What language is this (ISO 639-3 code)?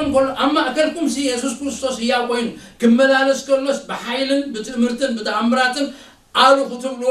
tir